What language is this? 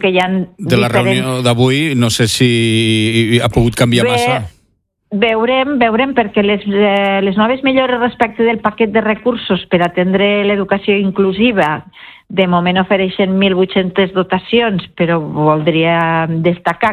Catalan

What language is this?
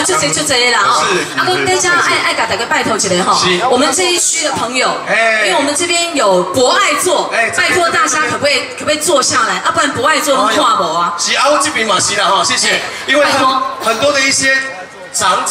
Min Nan Chinese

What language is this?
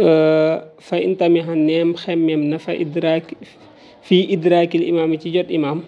Wolof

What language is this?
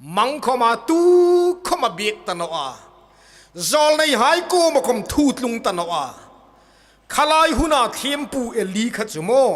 Hmar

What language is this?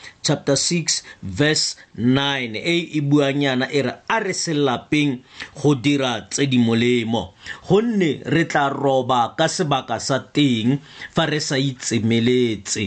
Tswana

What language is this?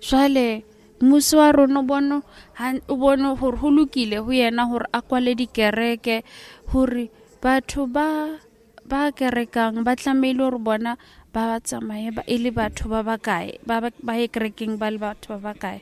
Southern Sotho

